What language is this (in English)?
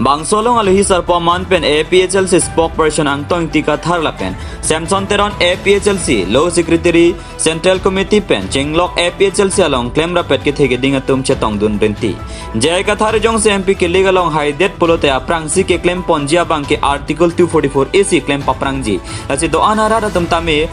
Karbi